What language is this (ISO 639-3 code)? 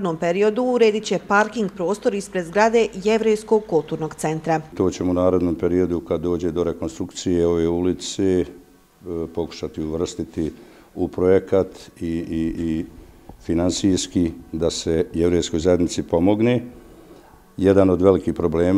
bos